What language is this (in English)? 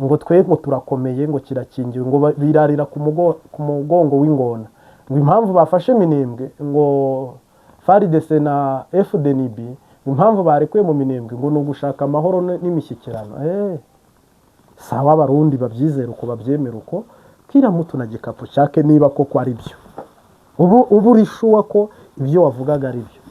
Kinyarwanda